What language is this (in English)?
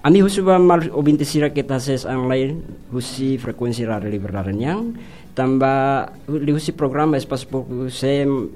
Tetum